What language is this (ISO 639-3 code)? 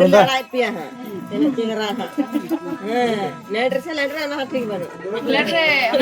sat